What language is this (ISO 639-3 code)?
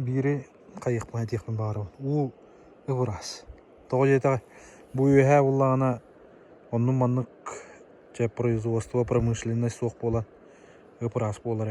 sah